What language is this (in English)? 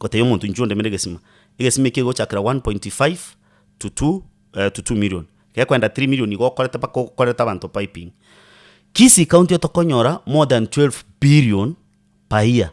Gusii